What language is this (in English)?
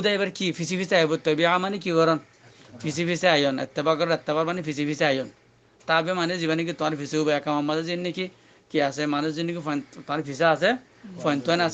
Rohingya